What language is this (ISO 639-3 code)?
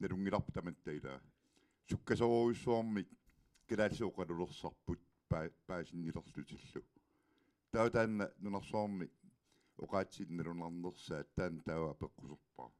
kal